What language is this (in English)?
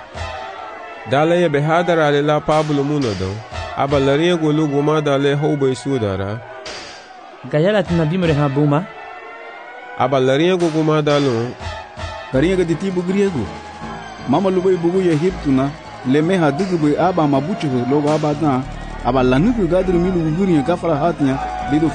Garifuna